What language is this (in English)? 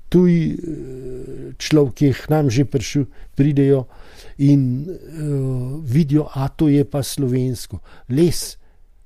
Slovenian